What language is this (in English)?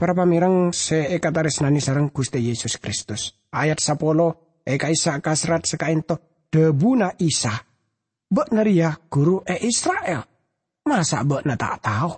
Madurese